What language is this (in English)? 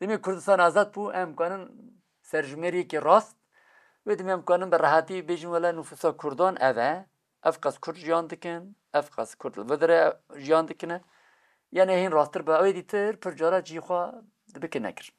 Kurdish